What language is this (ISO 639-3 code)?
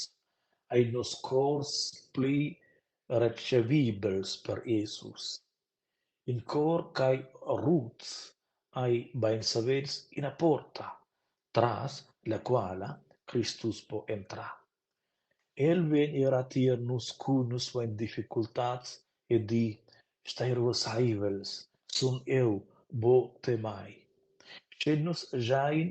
roh